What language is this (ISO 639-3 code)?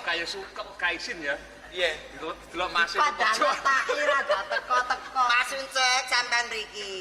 jav